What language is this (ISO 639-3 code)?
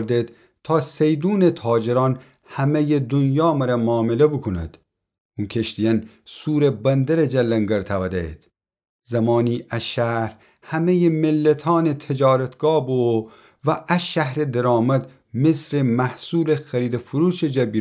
glk